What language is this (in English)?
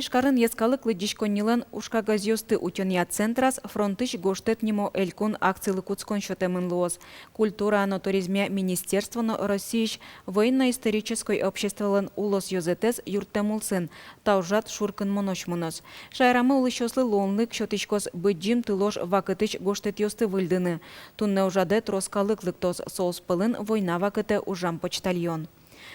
Udmurt